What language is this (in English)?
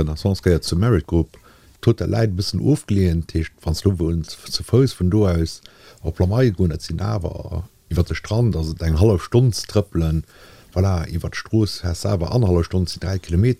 Luxembourgish